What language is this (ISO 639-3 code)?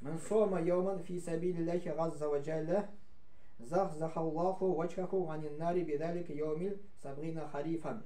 tat